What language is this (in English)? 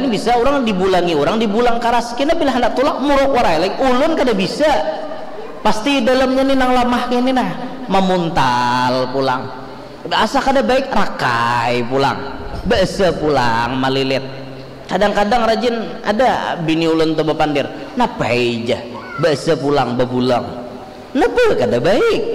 Banjar